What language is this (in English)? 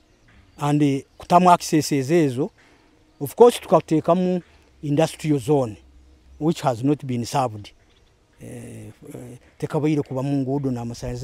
Nyoro